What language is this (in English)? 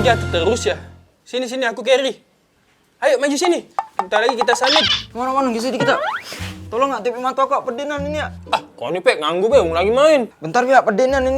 Musi